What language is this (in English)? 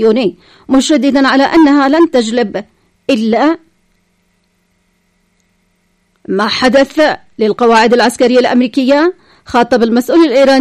Arabic